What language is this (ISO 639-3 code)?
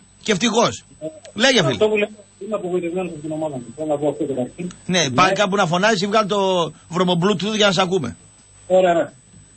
ell